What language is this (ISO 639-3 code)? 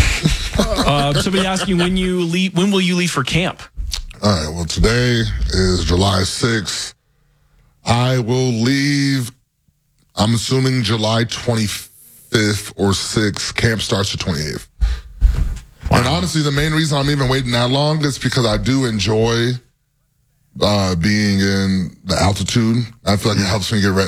eng